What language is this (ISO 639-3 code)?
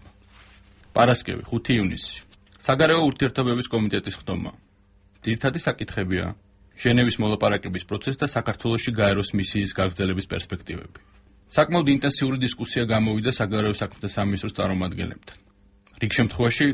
kat